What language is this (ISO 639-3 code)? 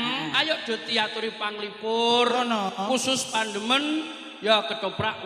jav